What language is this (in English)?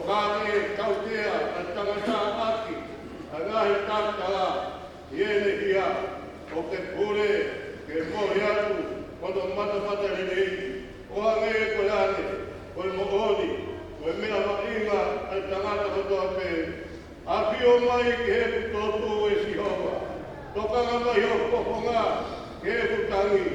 Tongan